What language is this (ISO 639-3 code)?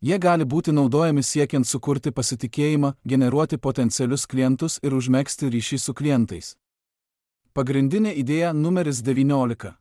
lit